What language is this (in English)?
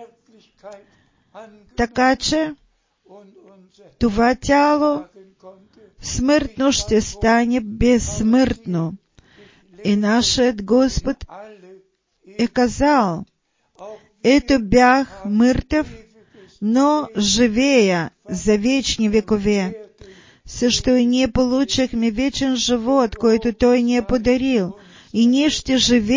Bulgarian